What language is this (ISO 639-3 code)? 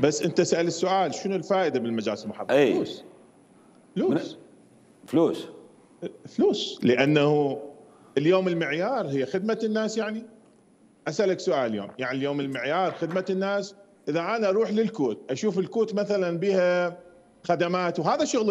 acm